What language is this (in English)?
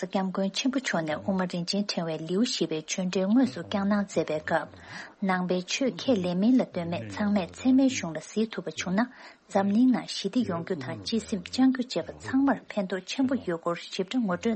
Tibetan